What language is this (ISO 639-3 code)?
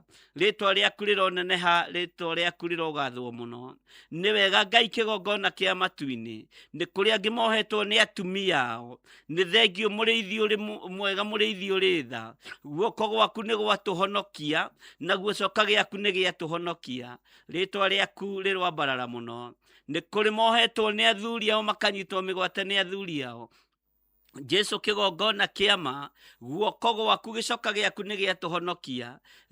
kik